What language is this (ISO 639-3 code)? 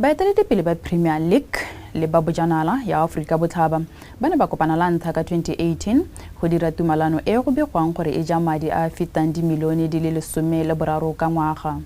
tsn